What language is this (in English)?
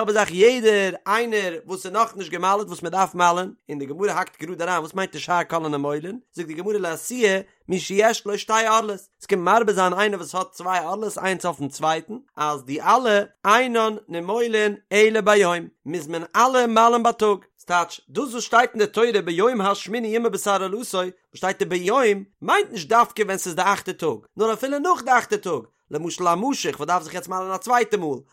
Yiddish